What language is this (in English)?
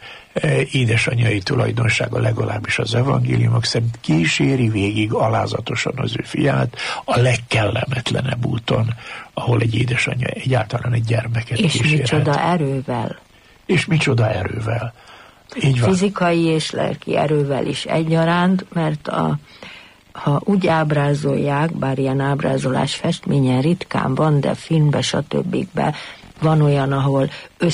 Hungarian